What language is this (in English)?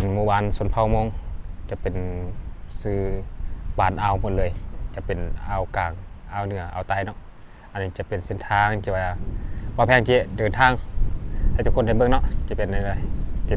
Lao